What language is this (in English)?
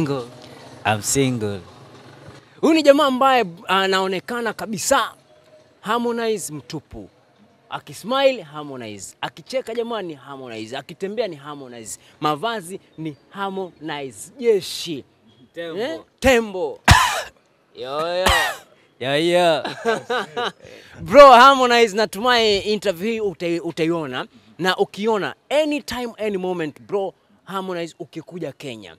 Swahili